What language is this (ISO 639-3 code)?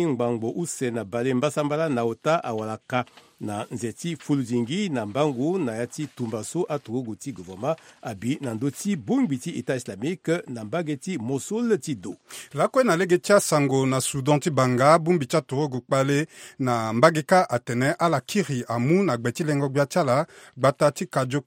sag